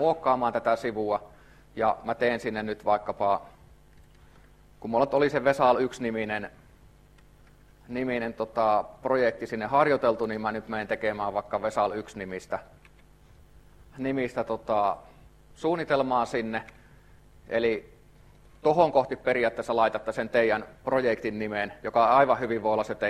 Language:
Finnish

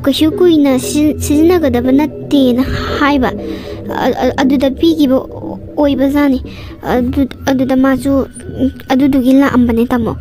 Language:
Manipuri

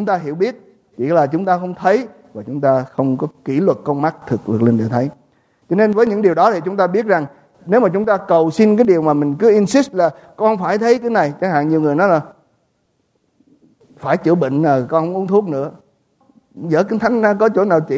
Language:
Vietnamese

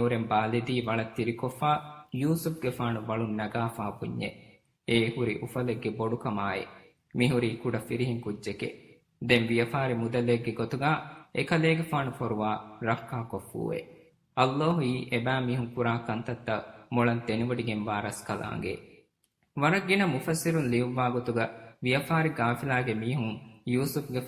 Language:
Divehi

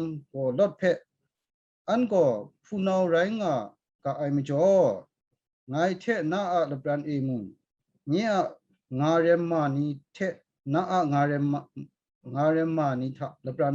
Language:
Kachin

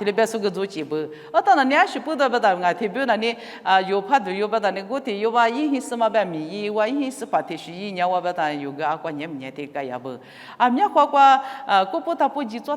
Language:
Lisu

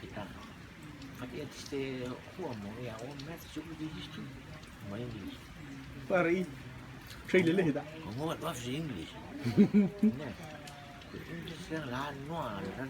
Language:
Rotuman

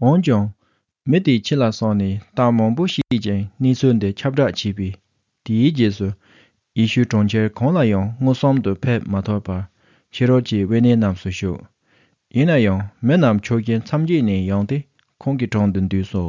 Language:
Tibetan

